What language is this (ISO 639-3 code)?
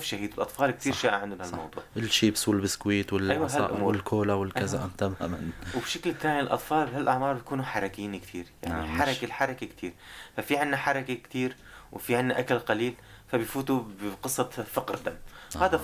apc